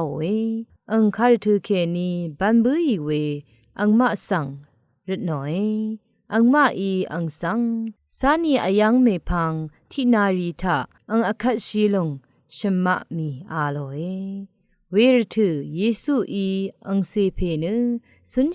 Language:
Rawang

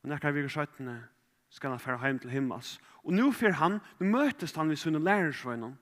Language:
Faroese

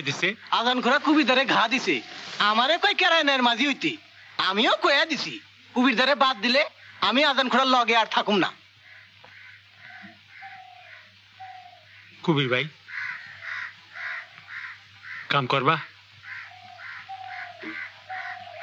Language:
Bangla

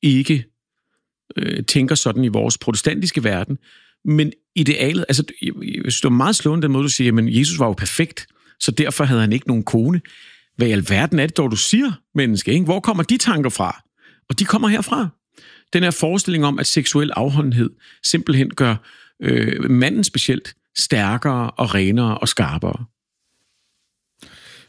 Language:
Danish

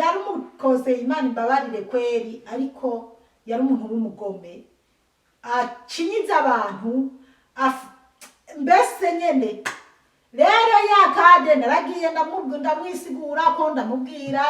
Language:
Rundi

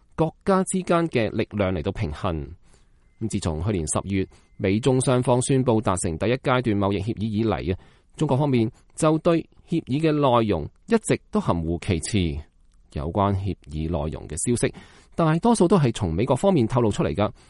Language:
Cantonese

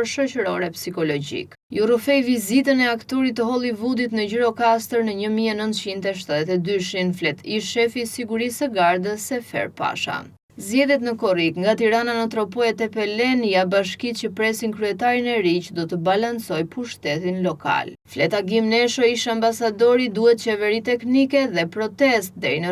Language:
Albanian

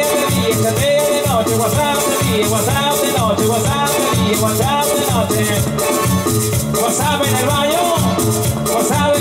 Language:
Spanish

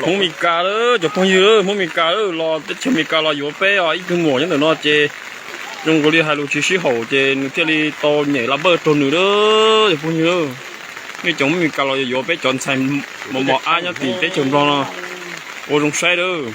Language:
Hmong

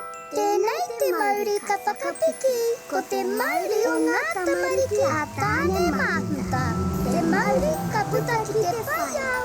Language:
Māori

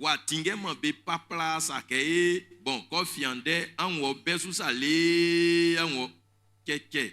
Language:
Baoulé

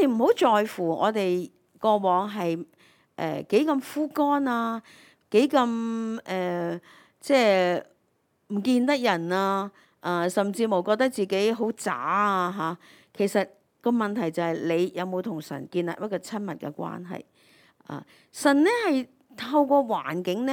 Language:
Cantonese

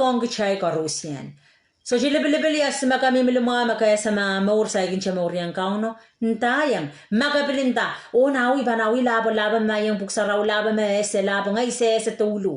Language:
Pohnpeian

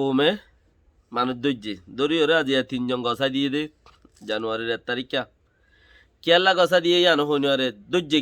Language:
Rohingya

